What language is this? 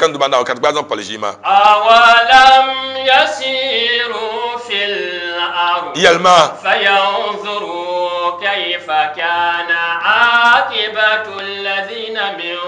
Dagbani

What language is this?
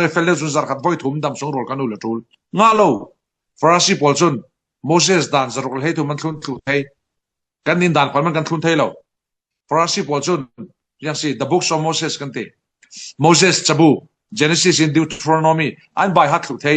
Falam Chin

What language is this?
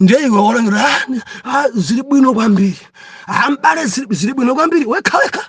Nyanja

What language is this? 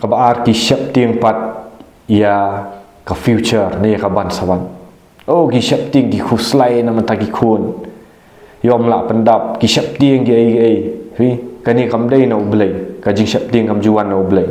Khasi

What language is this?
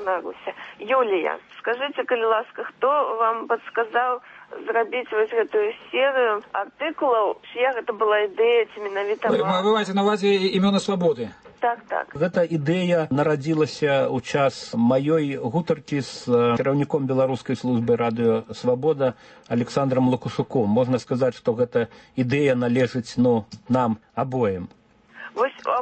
Belarusian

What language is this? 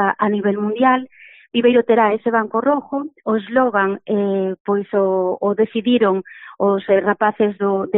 Galician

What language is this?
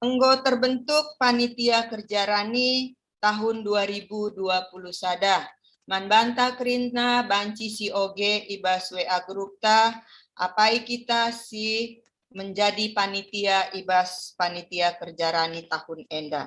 Batak Karo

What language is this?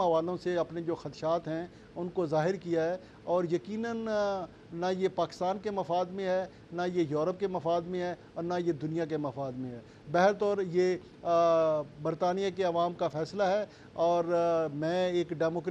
Urdu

